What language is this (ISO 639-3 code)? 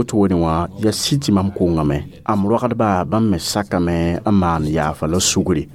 mos